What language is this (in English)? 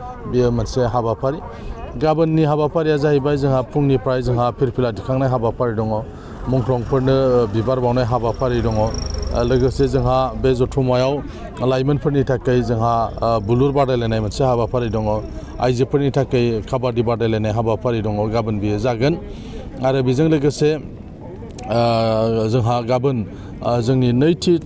Bodo